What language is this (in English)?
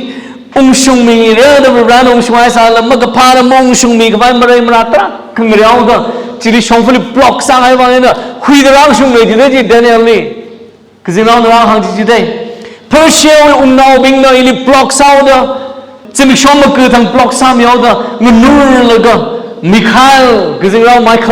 Tangkhul Naga (India)